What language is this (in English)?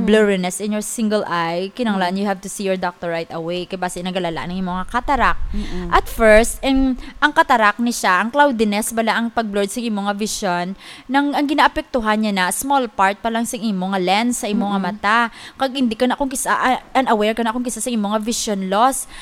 Hiligaynon